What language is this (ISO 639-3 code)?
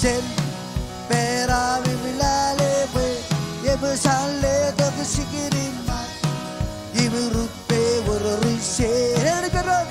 mah